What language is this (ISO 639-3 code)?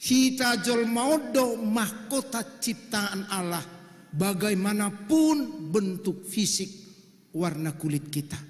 bbc